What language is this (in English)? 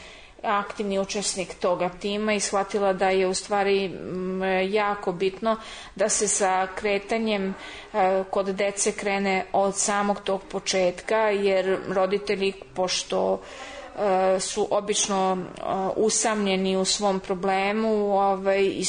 Serbian